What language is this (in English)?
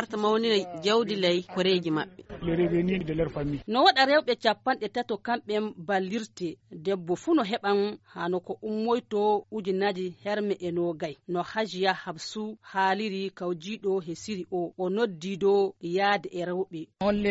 Fula